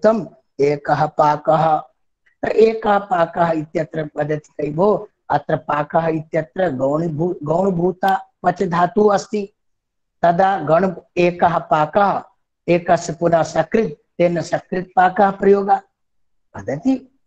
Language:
Sanskrit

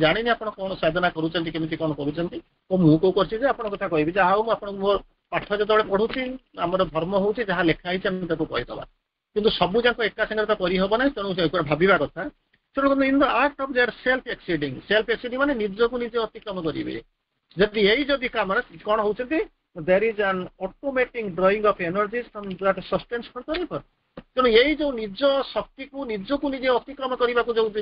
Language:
Odia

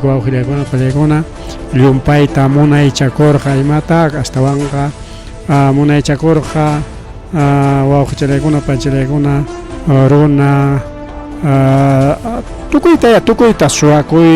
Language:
Ayacucho Quechua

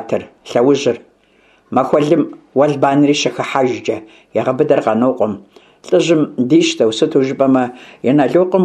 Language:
Kabardian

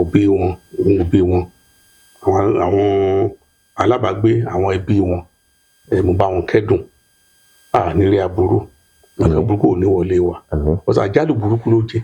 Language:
Yoruba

